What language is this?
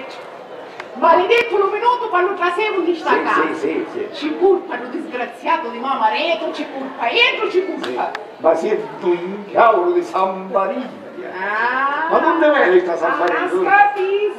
Sicilian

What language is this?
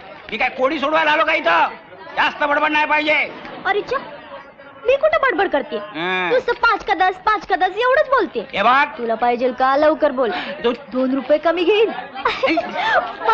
Marathi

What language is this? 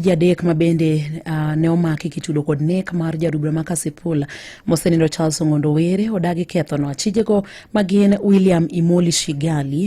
Luo (Kenya and Tanzania)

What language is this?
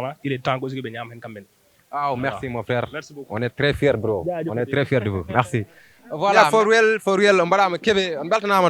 Fula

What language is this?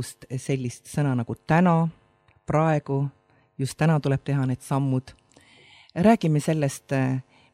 Estonian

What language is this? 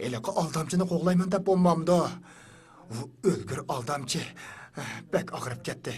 Uyghur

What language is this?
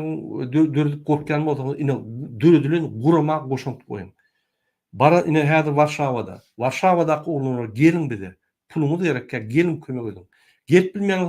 Turkmen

